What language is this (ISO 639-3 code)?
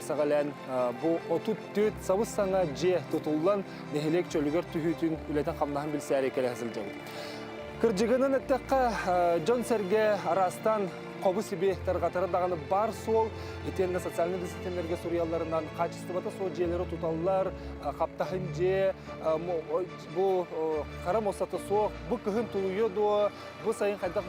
sah